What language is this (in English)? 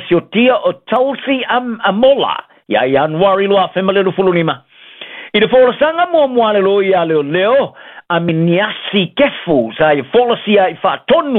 Samoan